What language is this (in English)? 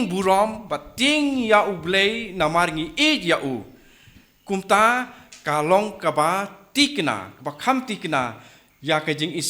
Khasi